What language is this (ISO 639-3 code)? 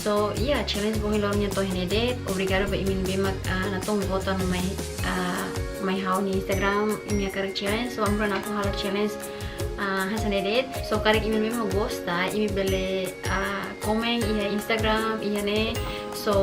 tet